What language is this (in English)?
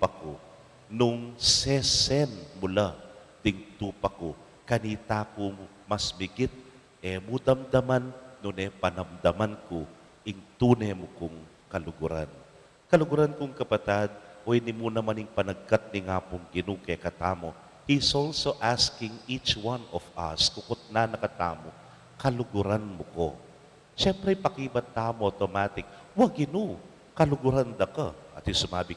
Pampanga